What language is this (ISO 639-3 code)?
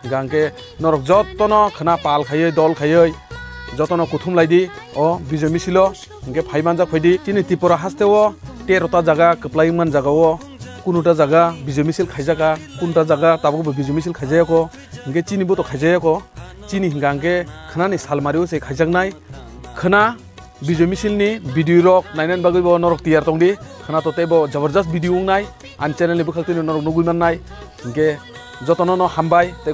trp